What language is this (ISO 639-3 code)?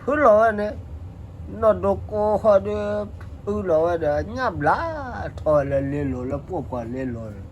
ksw